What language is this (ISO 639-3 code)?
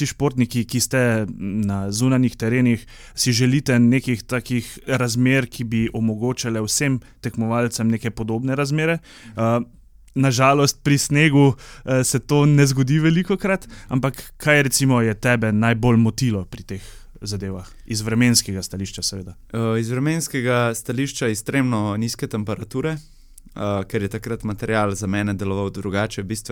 slv